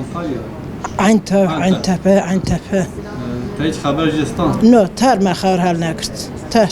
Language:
Kurdish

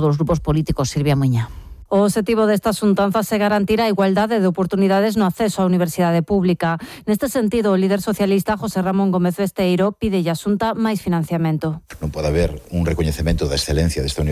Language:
Galician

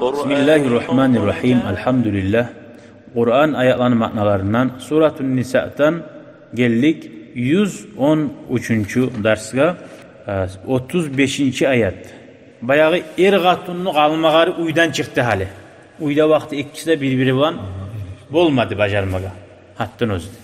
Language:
Kumyk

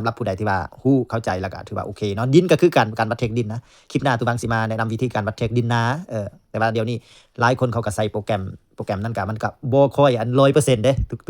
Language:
Lao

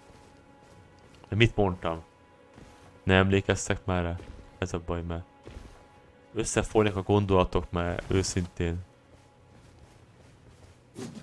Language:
Hungarian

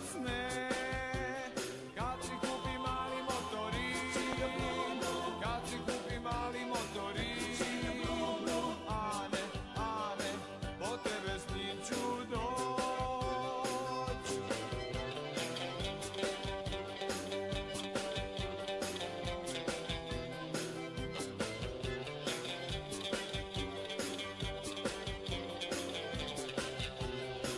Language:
Croatian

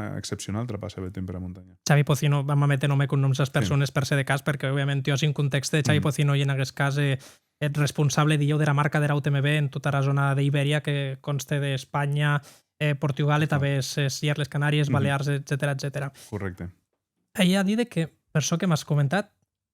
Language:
Occitan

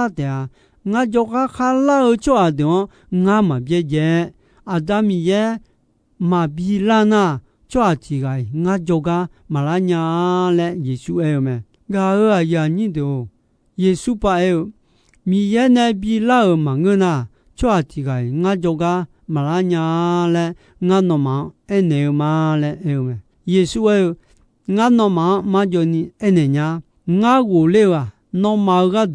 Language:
Akha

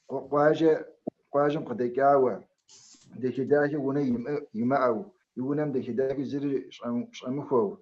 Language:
Kabardian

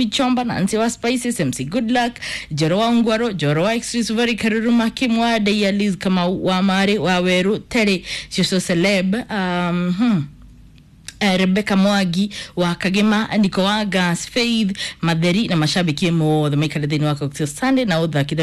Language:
Kikuyu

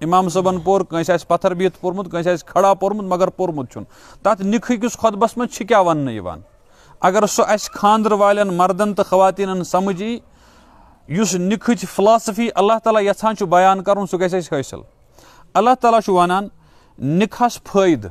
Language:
Kashmiri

